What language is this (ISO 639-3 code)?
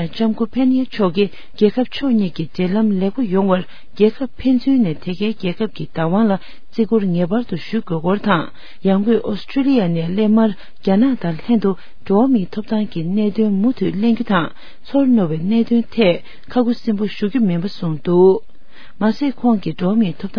bod